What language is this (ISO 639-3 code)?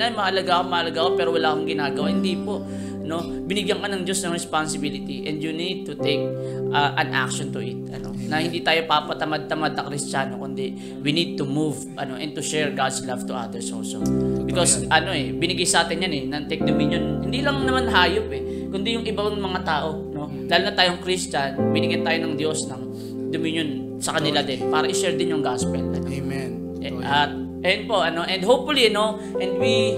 fil